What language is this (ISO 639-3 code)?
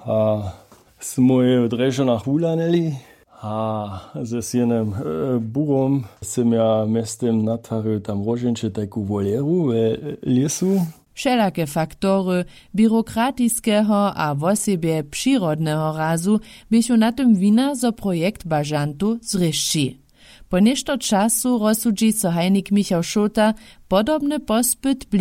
hsb